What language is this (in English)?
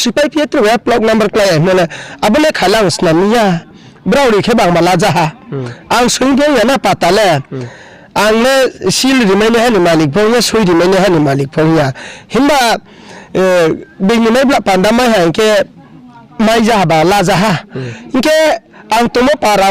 Riang (India)